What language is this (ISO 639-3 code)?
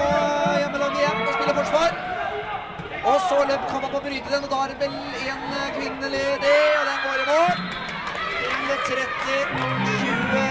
nor